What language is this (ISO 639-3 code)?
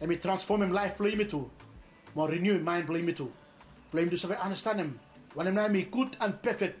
bis